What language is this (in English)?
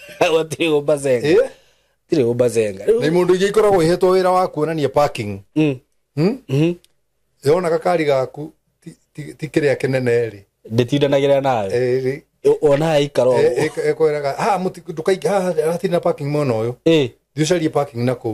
Kikuyu